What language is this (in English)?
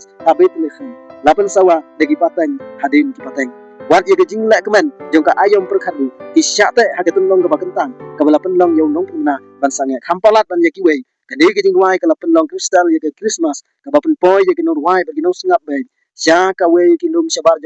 Khasi